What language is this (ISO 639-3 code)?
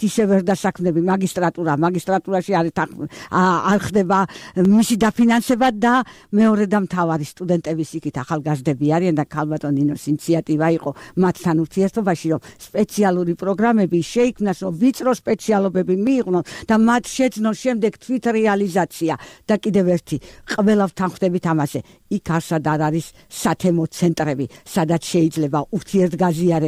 kat